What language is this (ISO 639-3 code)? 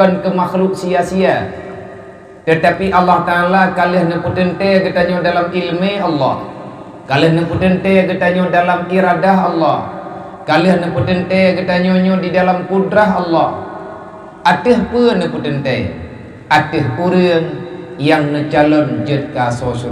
ace